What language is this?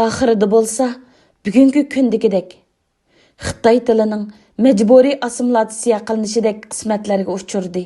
Uyghur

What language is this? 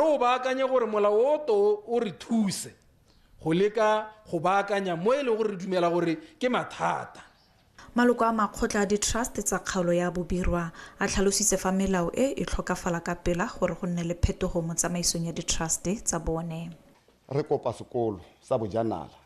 Tswana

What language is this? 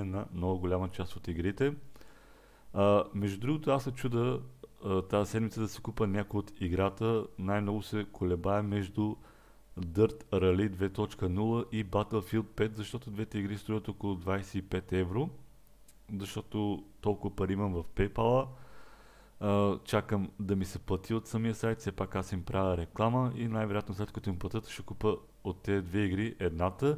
Bulgarian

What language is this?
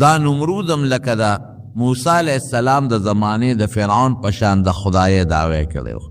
Pashto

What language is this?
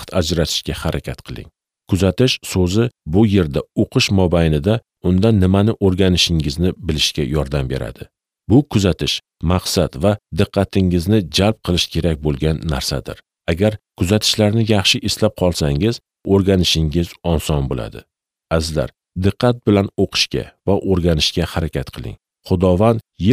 Uzbek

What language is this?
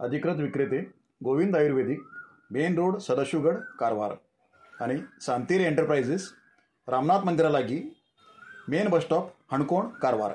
Konkani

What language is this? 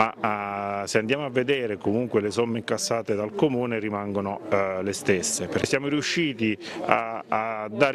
Italian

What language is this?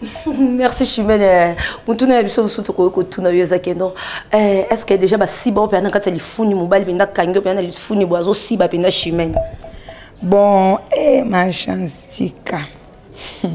Lingala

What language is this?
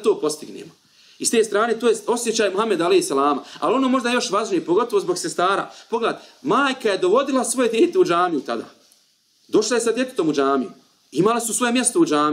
Bosnian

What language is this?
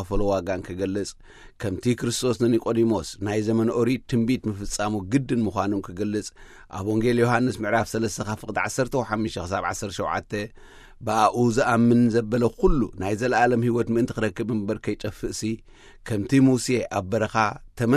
Tigrinya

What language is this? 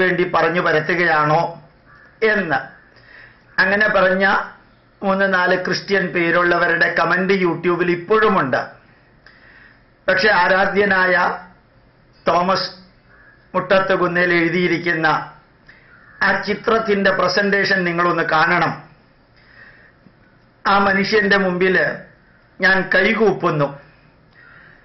Malayalam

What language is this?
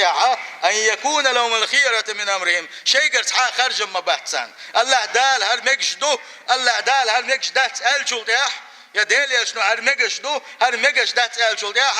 Chechen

